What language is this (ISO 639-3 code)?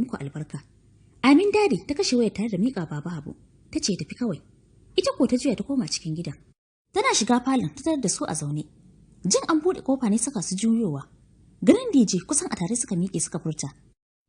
hau